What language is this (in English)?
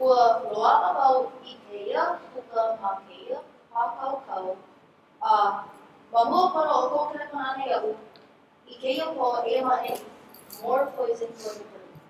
Hawaiian